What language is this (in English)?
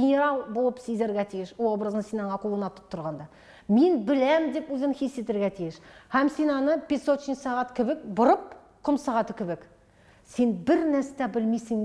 Tatar